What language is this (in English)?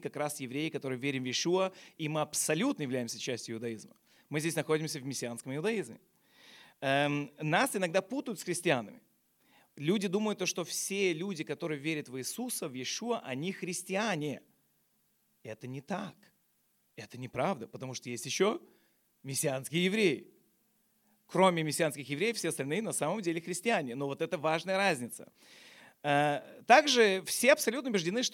Russian